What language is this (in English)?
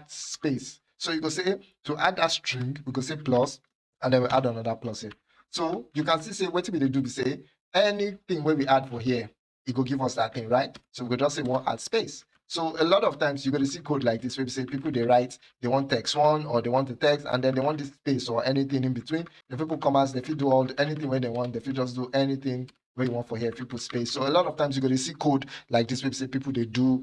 Nigerian Pidgin